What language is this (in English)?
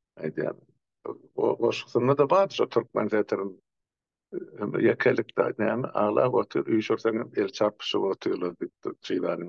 Turkmen